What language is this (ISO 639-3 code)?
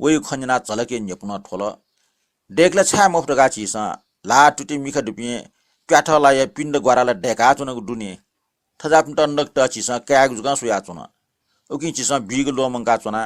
new